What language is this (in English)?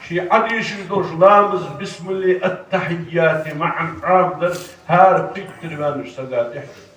Ingush